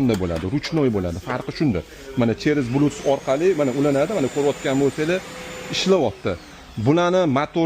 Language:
Uzbek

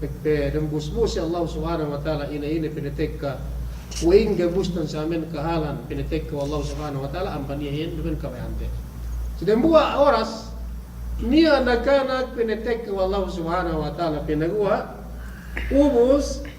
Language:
Yakan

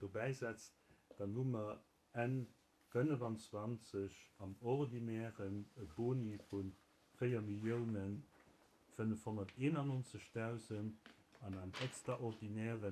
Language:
Luxembourgish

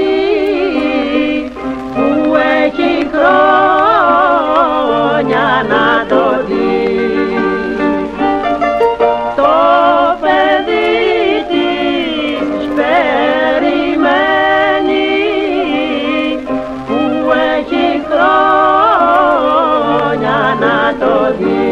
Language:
Greek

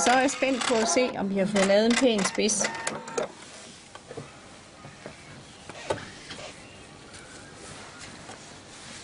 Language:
Danish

